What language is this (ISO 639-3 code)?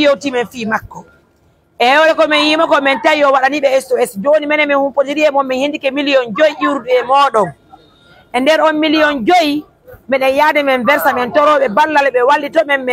fuf